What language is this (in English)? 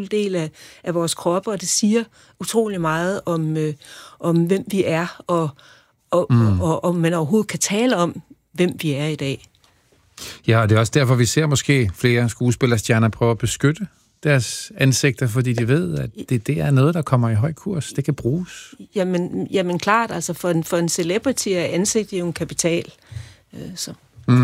Danish